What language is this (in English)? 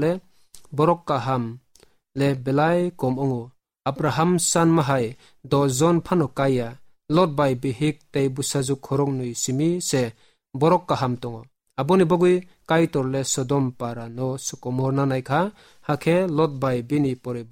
Kok Borok